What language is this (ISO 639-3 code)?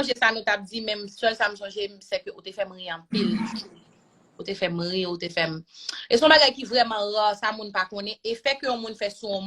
hat